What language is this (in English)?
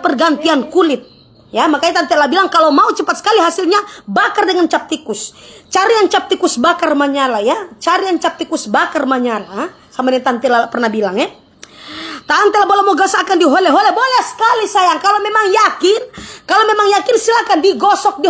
Manado Malay